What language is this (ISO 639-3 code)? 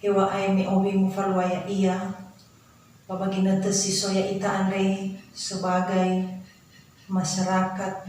nia